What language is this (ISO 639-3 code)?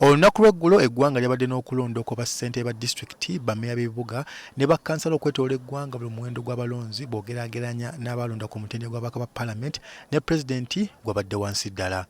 lug